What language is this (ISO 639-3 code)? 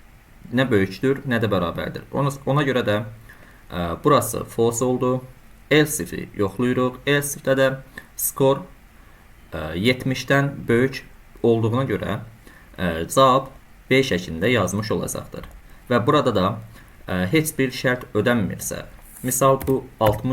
aze